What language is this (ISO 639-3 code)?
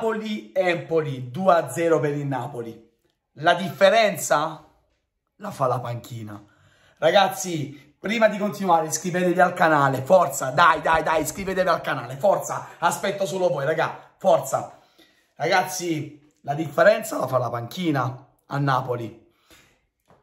ita